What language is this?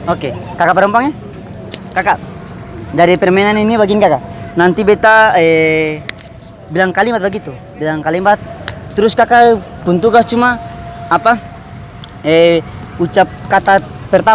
Ambonese Malay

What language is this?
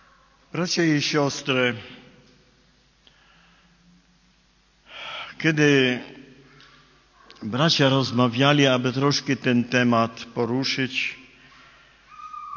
Polish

